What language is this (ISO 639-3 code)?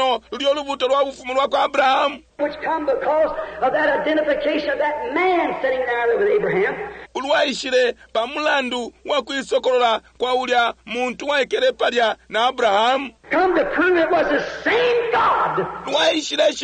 bem